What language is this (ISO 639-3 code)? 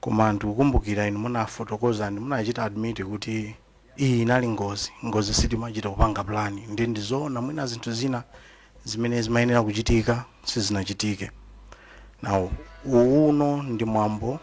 nya